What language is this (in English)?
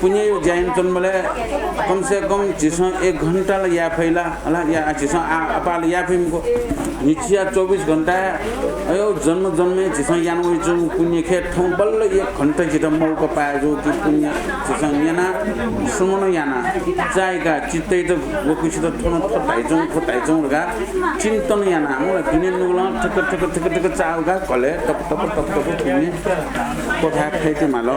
Newari